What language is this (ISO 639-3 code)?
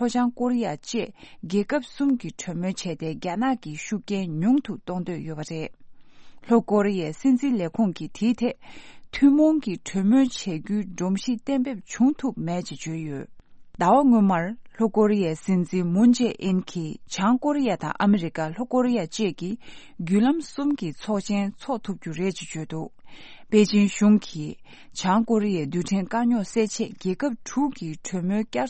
bod